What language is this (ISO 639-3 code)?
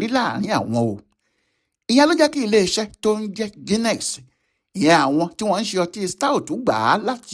yor